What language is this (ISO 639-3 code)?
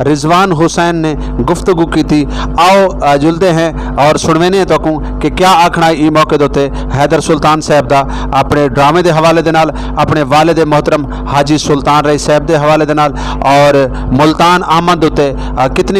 skr